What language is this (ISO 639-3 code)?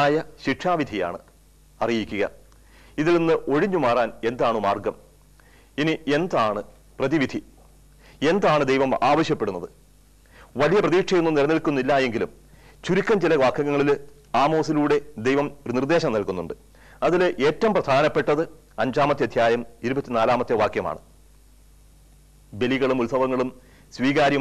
mal